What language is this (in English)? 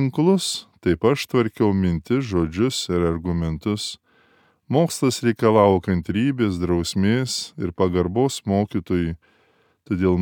Lithuanian